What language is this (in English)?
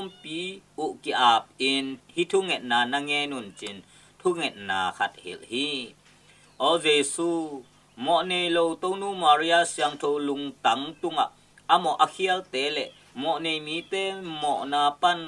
Tedim Chin